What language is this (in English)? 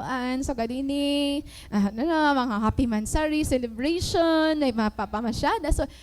Waray